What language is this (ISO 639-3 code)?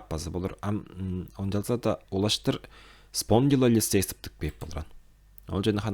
tyv